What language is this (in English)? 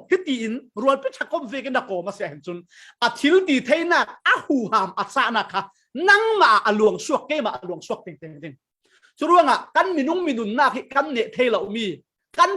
Falam Chin